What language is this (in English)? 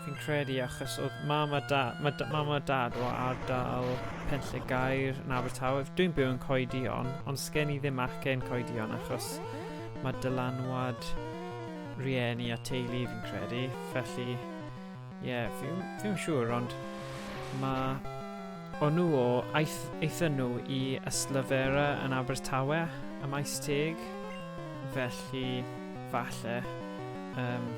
Welsh